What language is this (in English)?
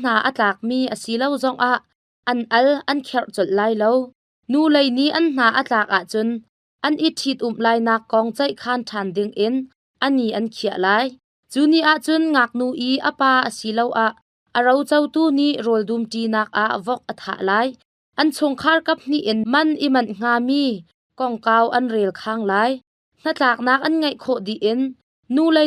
Hakha Chin